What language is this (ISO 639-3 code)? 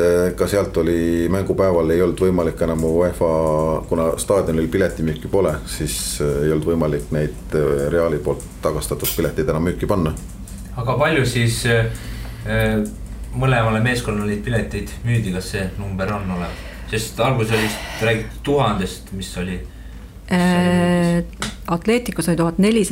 est